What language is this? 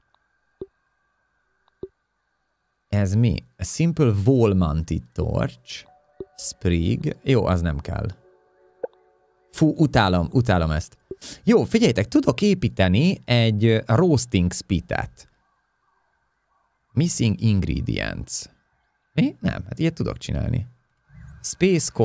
Hungarian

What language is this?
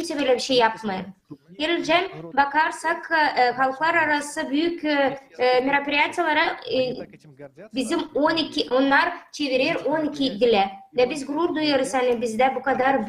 Gagauz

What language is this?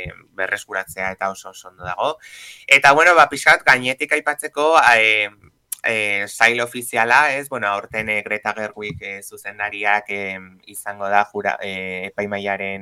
Basque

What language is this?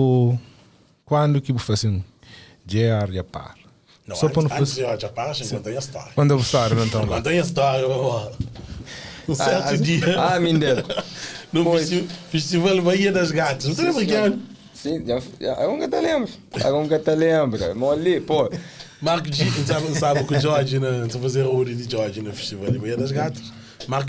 Kabuverdianu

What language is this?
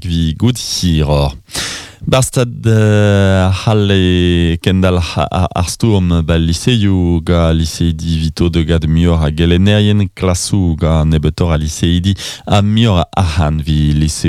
Breton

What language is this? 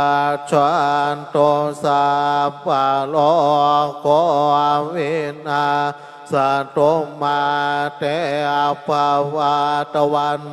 Pali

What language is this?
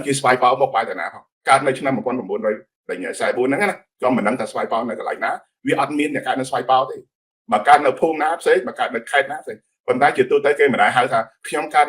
Khmer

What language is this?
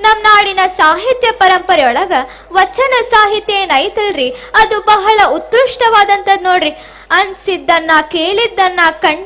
Kannada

